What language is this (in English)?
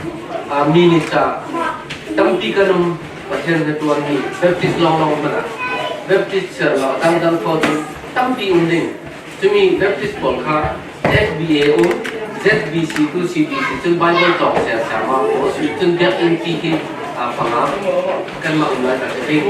Falam Chin